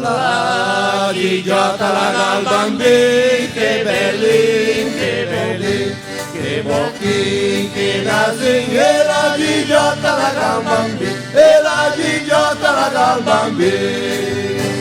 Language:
Venetian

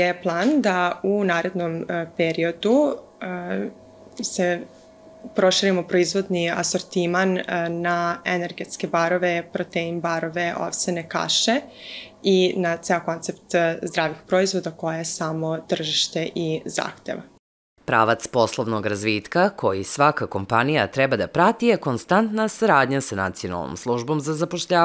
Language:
Serbian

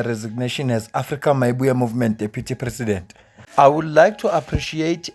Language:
Zulu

